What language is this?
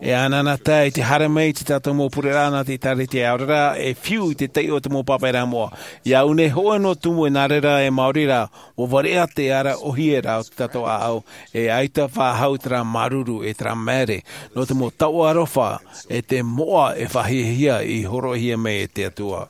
Tahitian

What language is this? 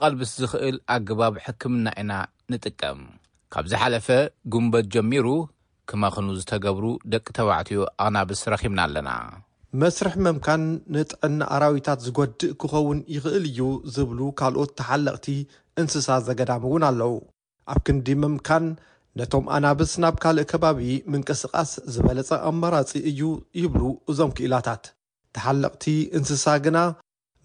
Tigrinya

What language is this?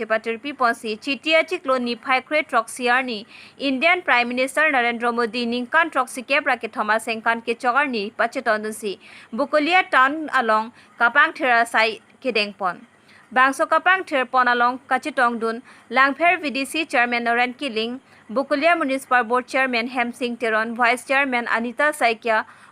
Karbi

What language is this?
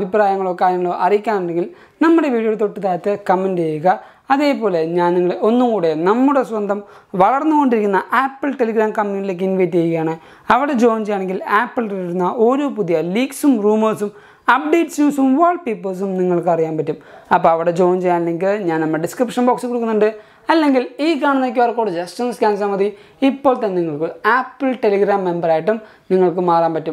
Malayalam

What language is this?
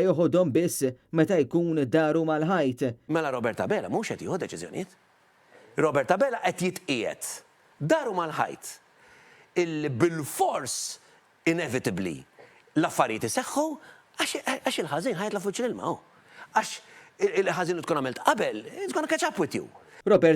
Maltese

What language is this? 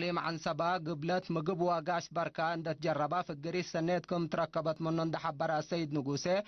Tigre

